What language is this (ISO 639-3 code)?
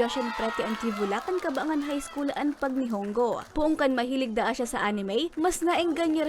bik